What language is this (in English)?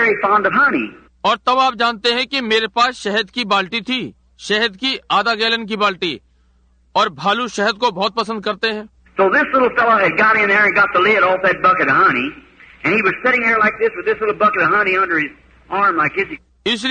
Hindi